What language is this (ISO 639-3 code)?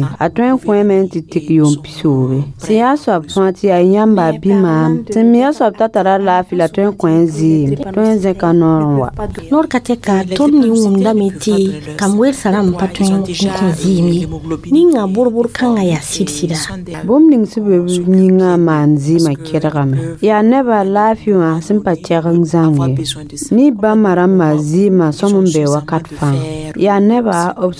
mos